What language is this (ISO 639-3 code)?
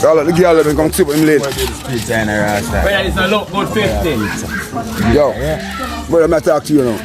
jam